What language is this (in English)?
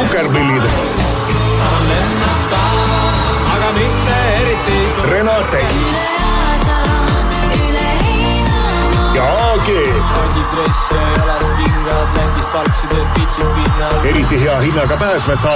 Estonian